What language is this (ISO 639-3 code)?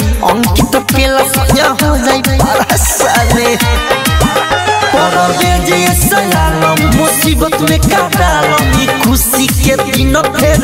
bho